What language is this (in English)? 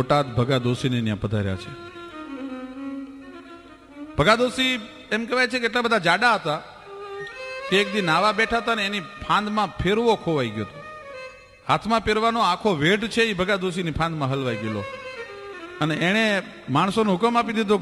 Gujarati